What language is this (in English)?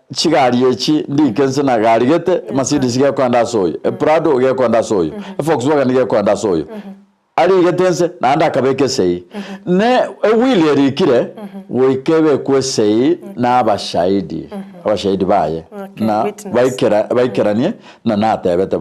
Gusii